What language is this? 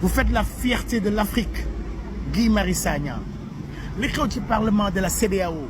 Wolof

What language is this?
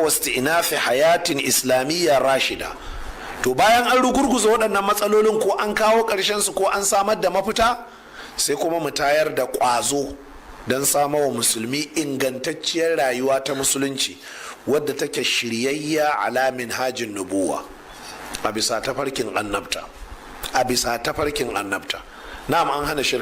Hausa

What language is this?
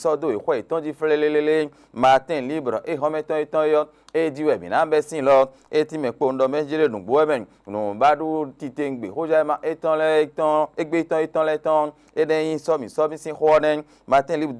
Fon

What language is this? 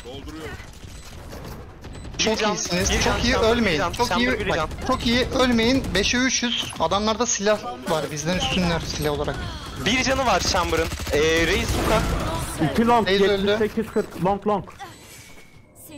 Turkish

